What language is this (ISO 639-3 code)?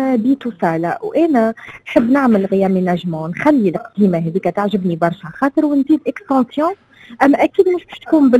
aeb